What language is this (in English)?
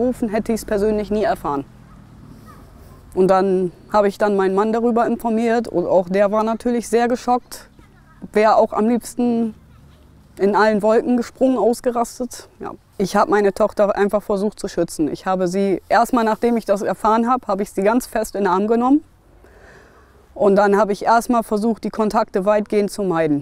German